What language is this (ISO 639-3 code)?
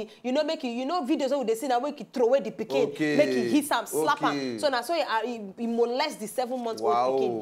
pcm